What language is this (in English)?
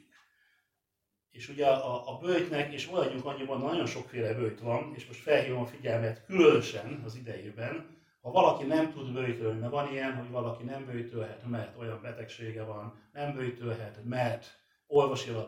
Hungarian